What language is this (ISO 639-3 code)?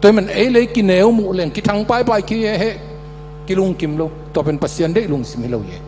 ctd